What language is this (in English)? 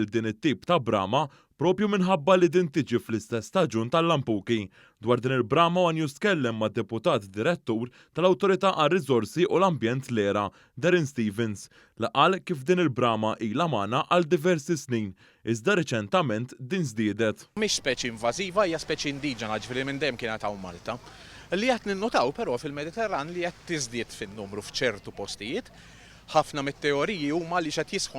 Maltese